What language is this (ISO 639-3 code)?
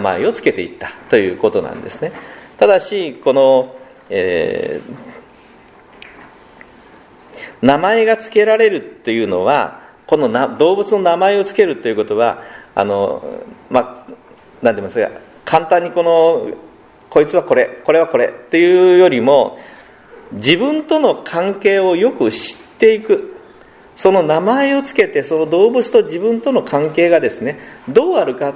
jpn